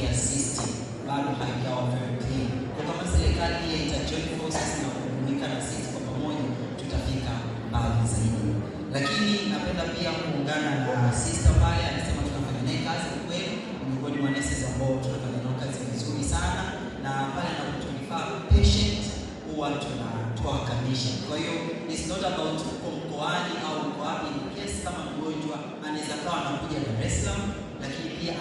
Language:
Swahili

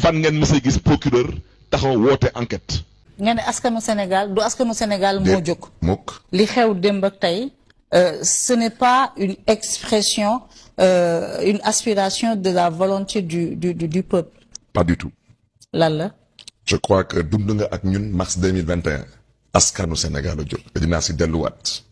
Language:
Wolof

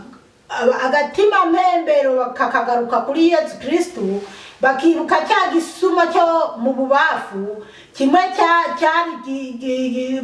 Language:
Rundi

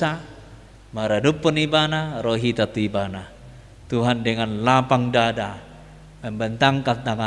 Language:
Batak Toba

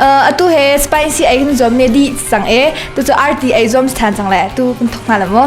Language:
Hakha Chin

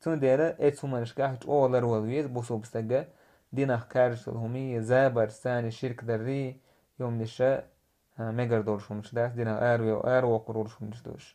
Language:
Chechen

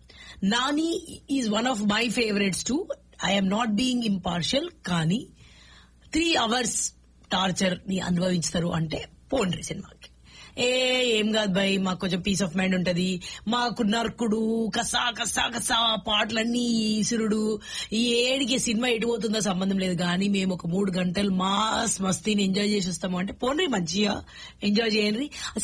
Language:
Telugu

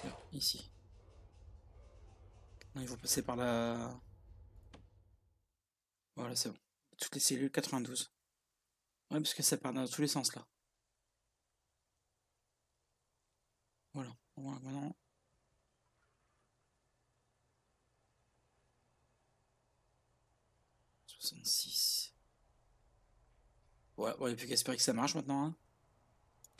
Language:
French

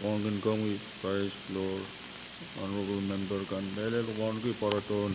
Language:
Pohnpeian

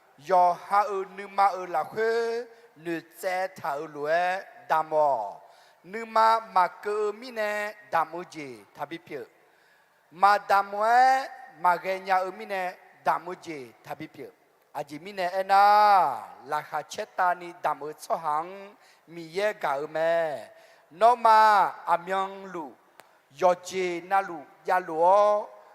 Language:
Akha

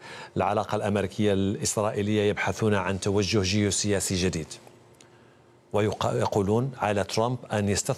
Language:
Arabic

